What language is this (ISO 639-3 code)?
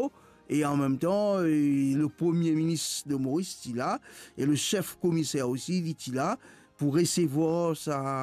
mfe